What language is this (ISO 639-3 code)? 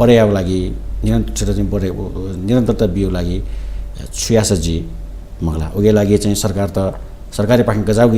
new